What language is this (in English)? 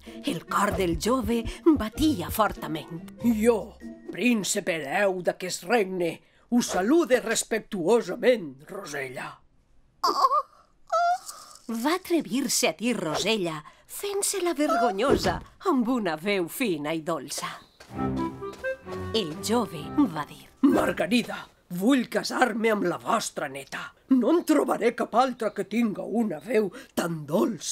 Catalan